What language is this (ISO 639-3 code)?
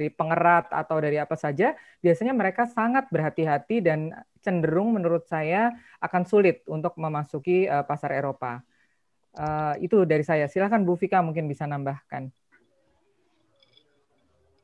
ind